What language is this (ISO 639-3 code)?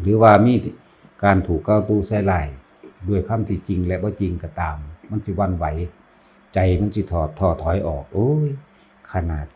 lao